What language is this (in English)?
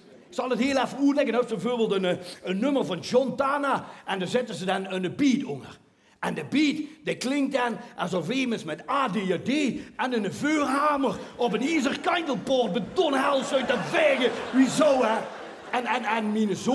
Limburgish